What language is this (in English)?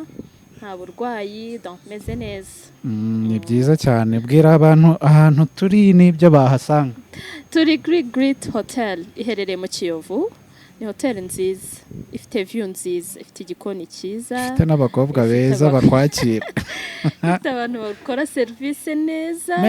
Kinyarwanda